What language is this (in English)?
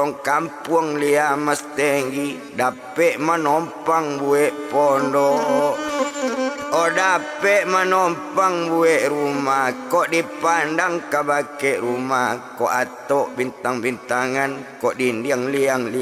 Minangkabau